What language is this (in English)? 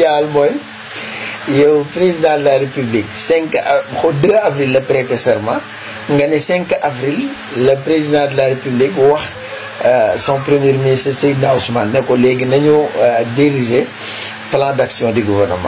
Wolof